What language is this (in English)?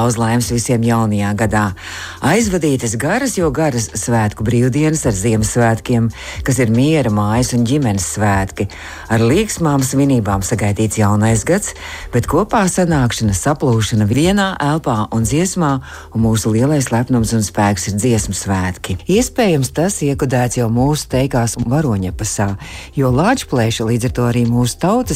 Latvian